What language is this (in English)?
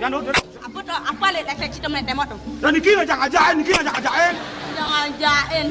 Balinese